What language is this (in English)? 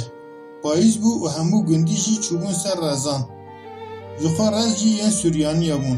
Kurdish